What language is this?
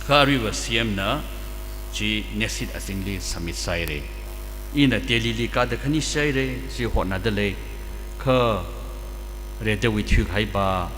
Tangkhul Naga (India)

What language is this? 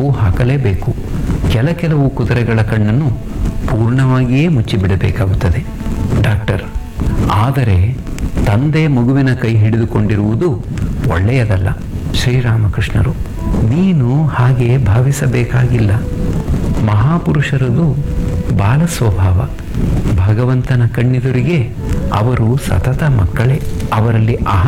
Kannada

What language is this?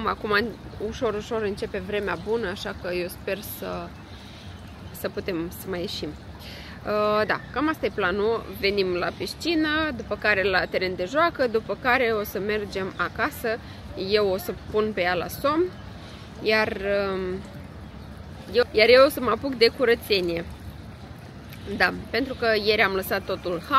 Romanian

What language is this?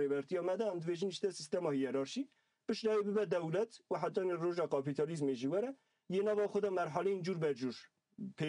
Kurdish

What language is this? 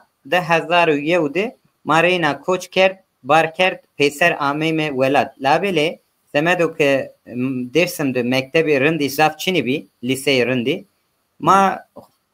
Zaza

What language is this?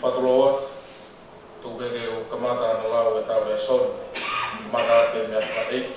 Tongan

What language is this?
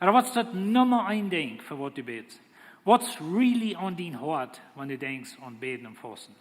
Plautdietsch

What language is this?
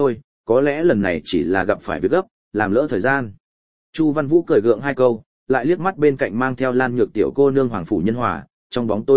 Vietnamese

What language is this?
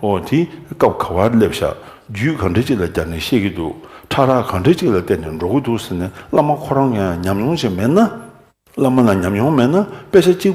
Tibetan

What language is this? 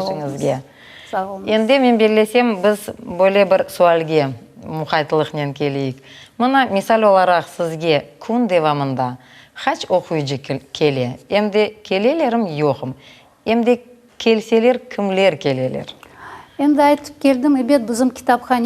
Crimean Tatar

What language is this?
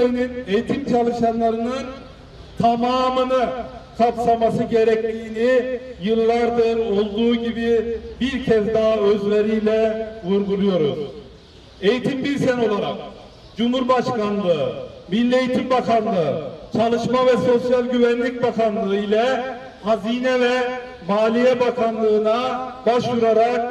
Turkish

